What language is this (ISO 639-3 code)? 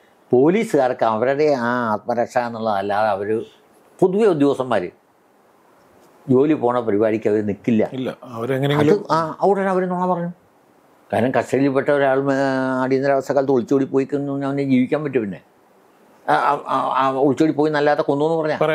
mal